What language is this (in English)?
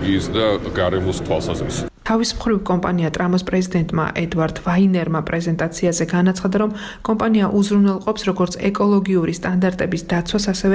Georgian